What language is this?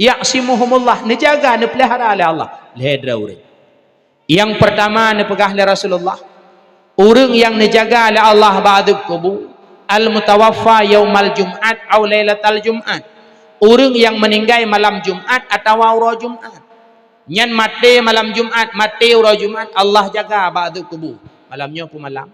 Achinese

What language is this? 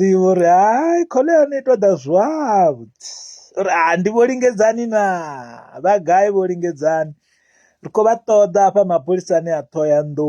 Venda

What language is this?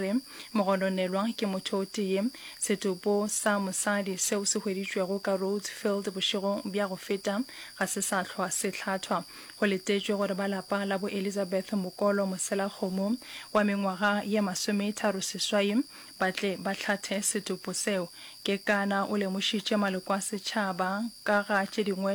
Northern Sotho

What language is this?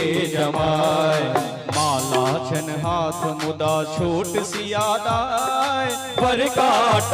Maithili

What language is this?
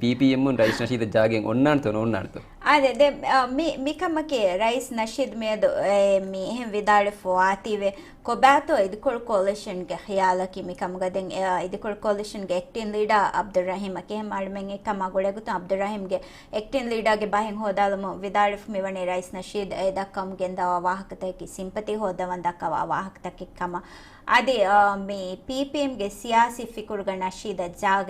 Divehi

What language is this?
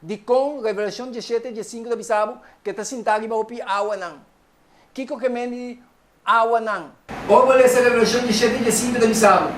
Papiamento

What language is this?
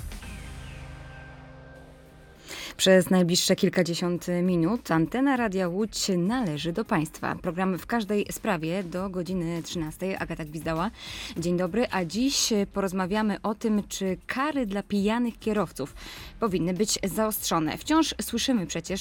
Polish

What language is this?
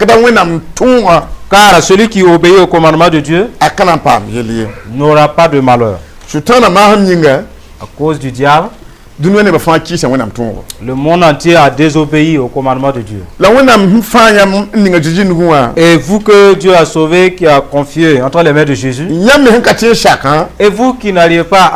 Mossi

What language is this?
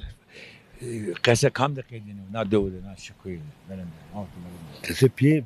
Zaza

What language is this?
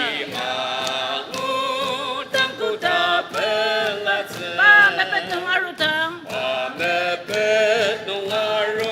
Ao Naga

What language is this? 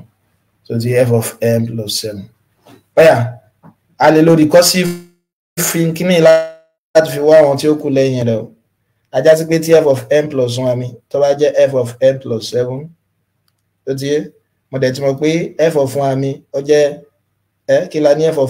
Yoruba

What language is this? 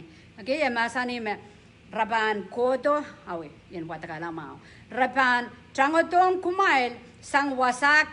Pohnpeian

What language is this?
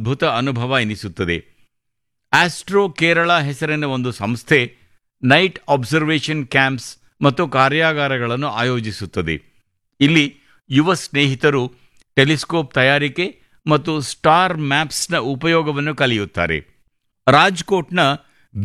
Kannada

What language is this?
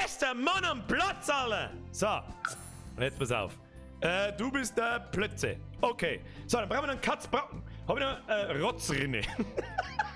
Bavarian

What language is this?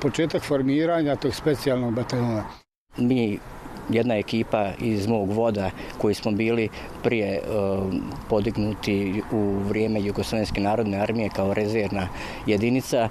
Bosnian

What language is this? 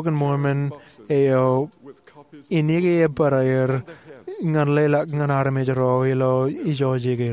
Marshallese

